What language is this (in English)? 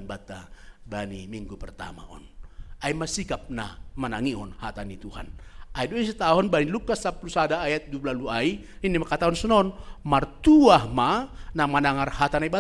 Batak Simalungun